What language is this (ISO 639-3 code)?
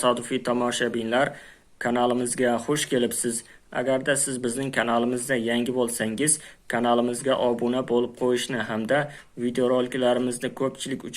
uzb